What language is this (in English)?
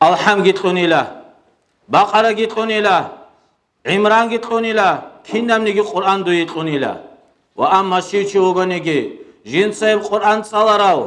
Avaric